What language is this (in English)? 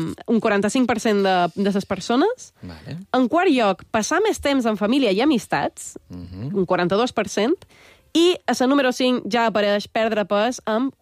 Catalan